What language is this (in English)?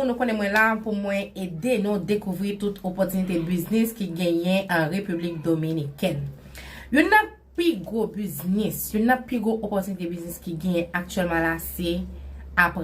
Haitian Creole